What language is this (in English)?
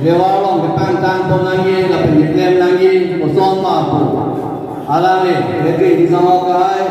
Karbi